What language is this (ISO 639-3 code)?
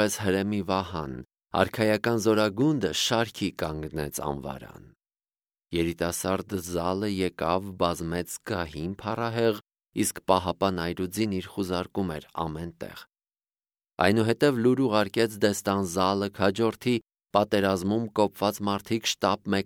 hye